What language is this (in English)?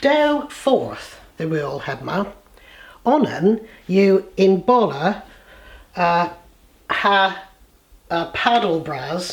Cornish